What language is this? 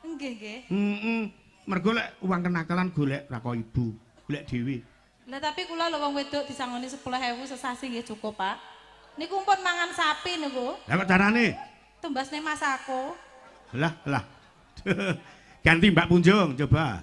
Javanese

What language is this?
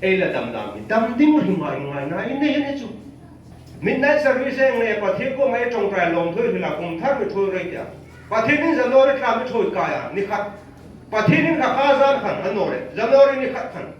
Hmar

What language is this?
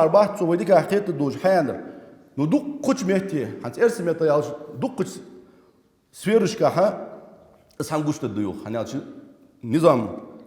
Ingush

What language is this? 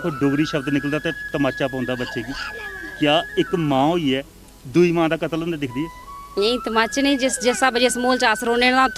Dogri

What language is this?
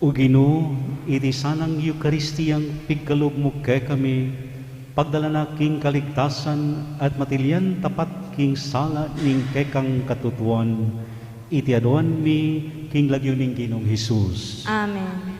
Pampanga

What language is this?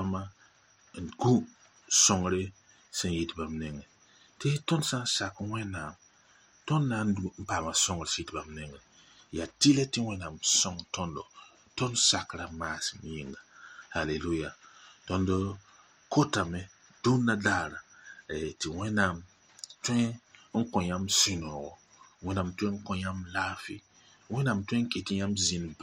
Mossi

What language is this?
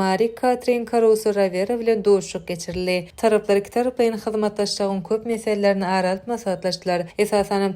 Turkmen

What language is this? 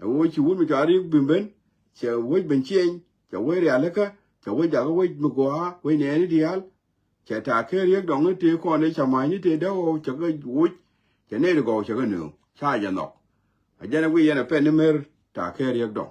Nuer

